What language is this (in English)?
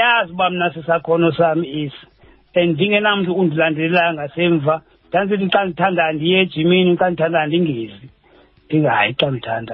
Xhosa